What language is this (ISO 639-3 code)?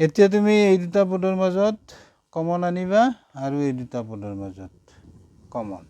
asm